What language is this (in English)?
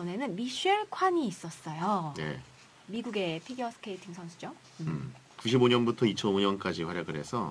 Korean